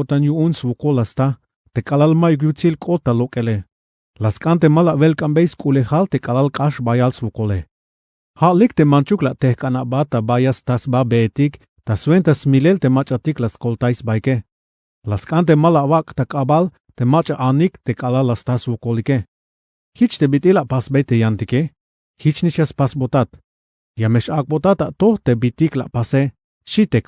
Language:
Tzeltal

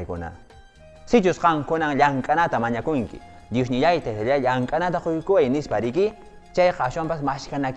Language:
Quechua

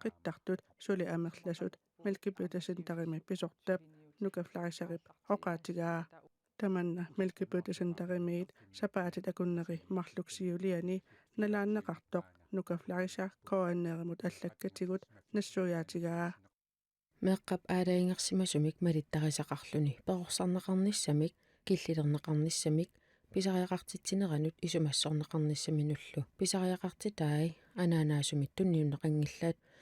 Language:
Kalaallisut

